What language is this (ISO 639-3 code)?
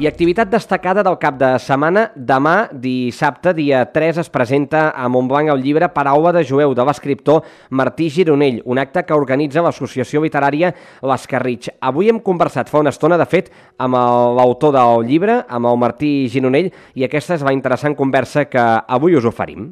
cat